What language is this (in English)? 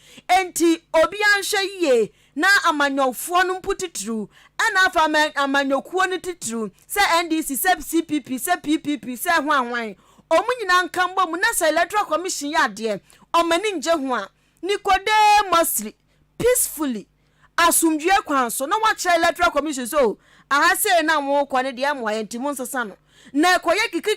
Akan